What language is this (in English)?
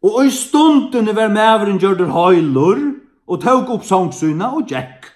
Faroese